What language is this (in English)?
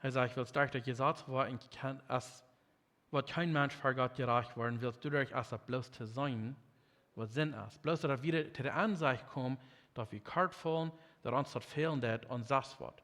Plautdietsch